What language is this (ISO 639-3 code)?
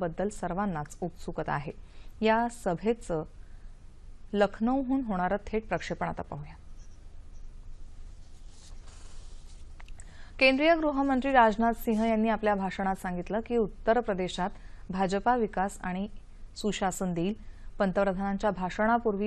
mar